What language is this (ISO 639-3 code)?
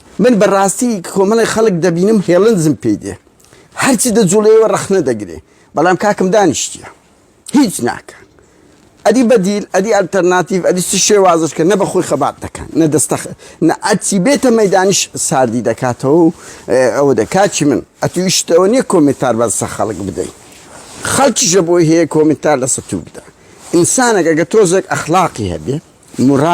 ckb